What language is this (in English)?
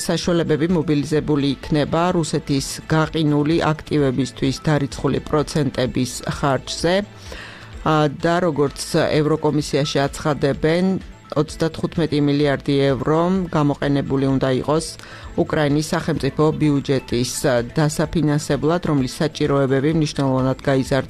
Georgian